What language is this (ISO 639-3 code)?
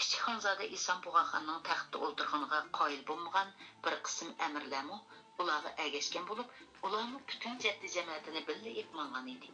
uig